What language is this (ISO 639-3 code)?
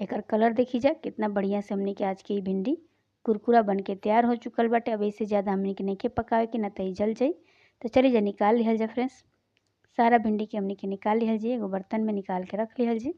bho